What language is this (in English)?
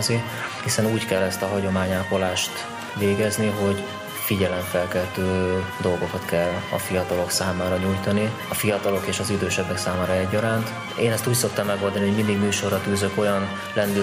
Hungarian